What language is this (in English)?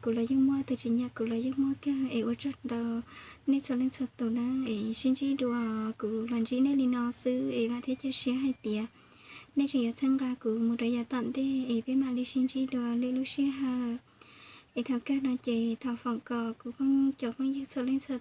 Hmong